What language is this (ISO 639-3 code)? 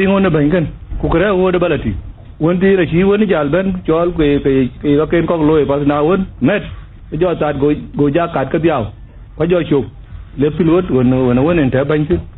din